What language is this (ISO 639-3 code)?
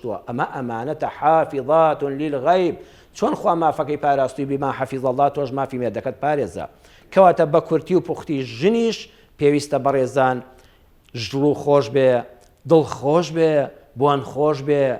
ckb